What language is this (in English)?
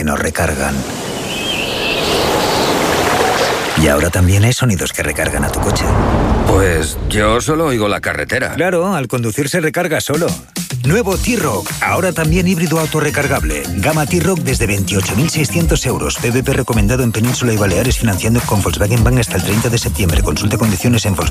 Spanish